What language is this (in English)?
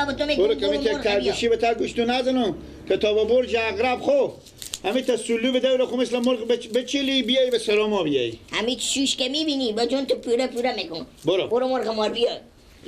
Persian